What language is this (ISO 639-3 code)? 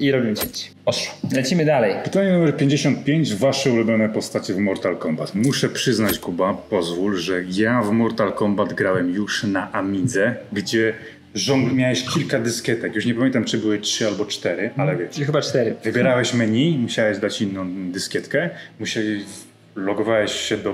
pol